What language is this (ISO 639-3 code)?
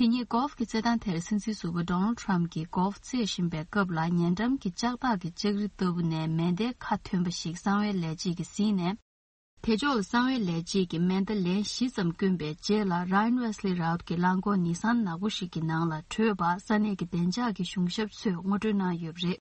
bod